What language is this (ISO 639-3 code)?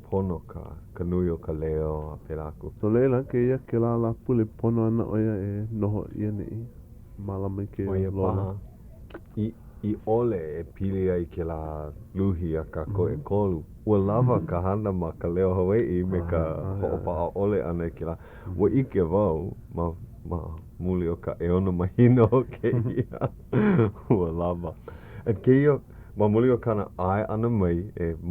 haw